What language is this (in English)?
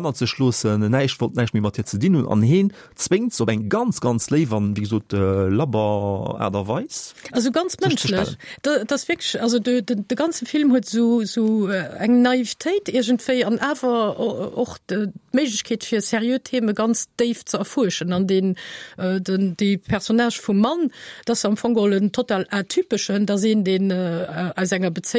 Luxembourgish